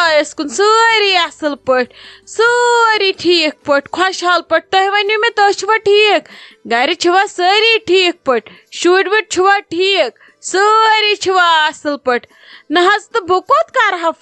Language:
Kashmiri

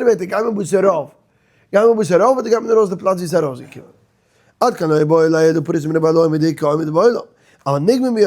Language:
Yiddish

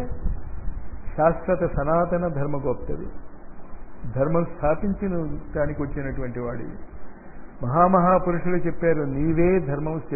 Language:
Telugu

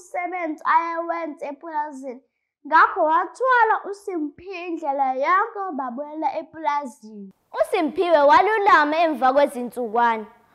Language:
Zulu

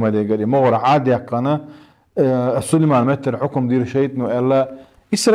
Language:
Chechen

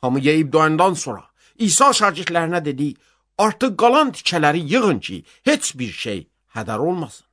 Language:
Azerbaijani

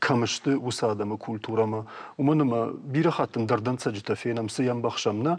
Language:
Ossetic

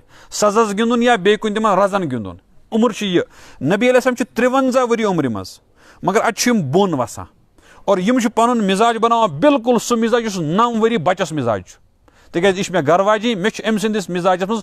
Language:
Kashmiri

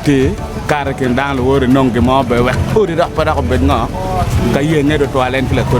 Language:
Acoli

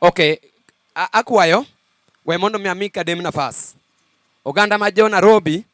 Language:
Luo (Kenya and Tanzania)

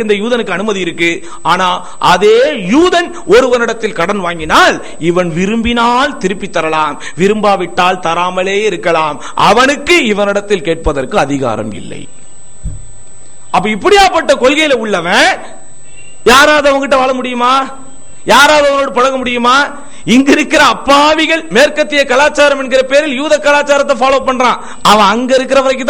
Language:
Tamil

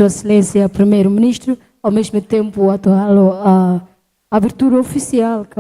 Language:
Tetum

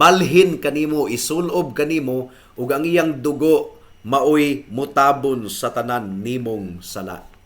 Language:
Cebuano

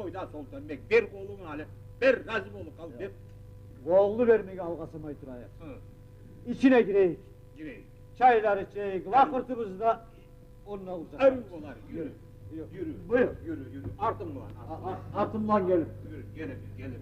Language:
Kumyk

